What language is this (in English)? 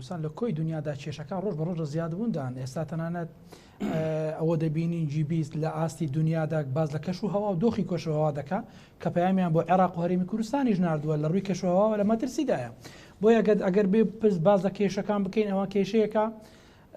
Central Kurdish